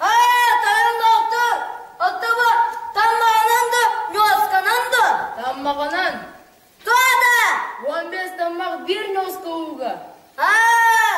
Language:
Yakut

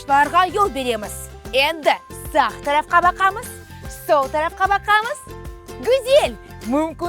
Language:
Crimean Tatar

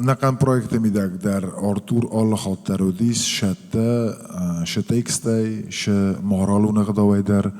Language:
Ossetic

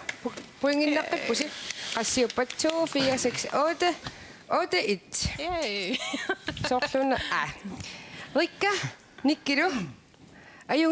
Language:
Kalaallisut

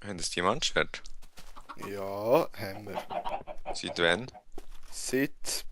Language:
Swiss German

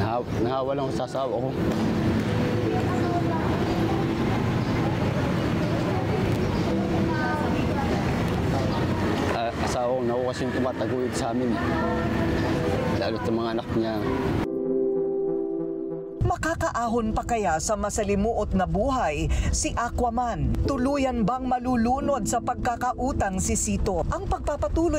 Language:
Filipino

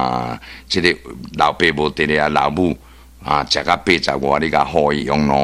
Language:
Min Nan Chinese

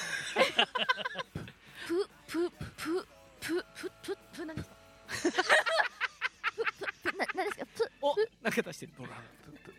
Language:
Japanese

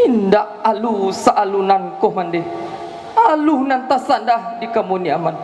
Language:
Minangkabau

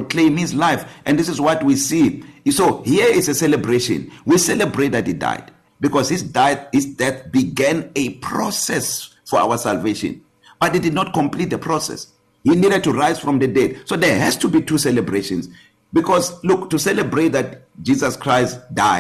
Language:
English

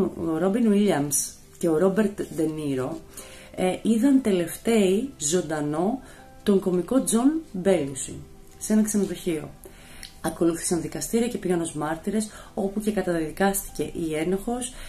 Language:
Greek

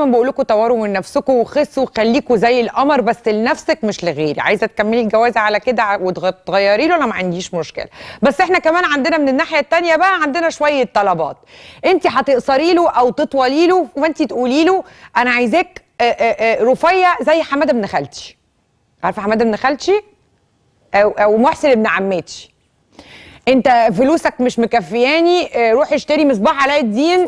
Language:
Egyptian Arabic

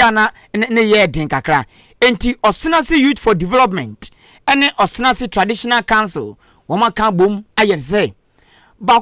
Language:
Akan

